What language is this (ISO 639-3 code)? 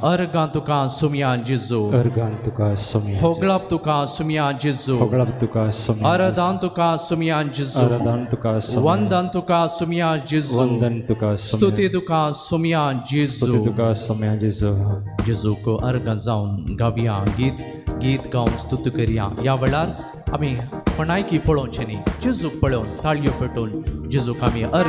kok